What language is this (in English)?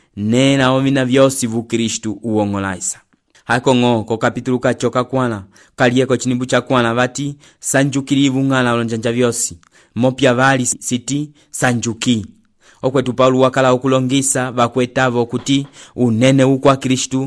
Umbundu